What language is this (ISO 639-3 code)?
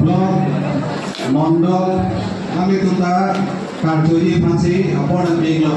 mjw